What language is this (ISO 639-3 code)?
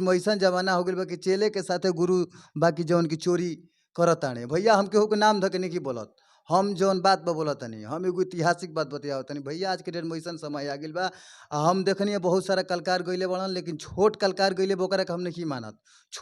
bho